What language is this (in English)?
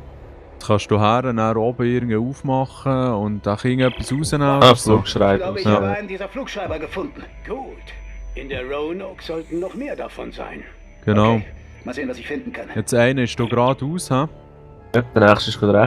Swiss German